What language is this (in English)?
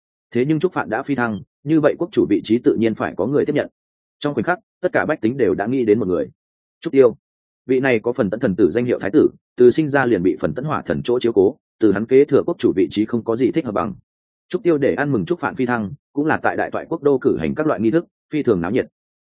Vietnamese